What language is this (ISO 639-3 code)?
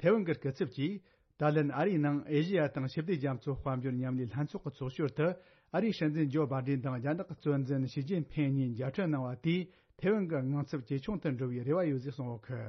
bod